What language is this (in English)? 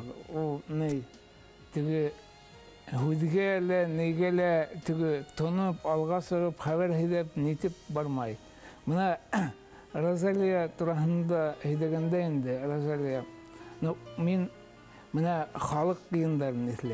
Bashkir